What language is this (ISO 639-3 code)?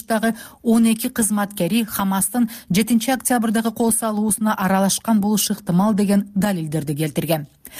kir